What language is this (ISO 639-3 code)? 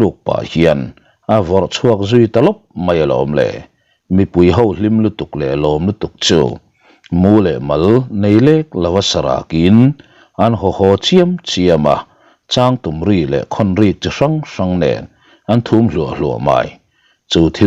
lus